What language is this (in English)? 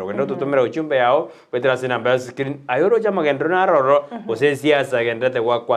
Gusii